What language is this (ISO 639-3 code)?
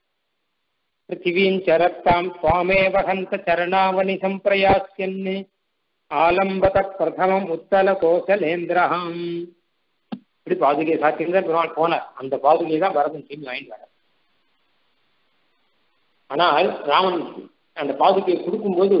tam